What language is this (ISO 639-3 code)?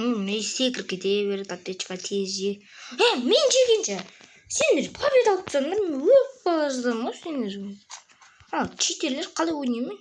kaz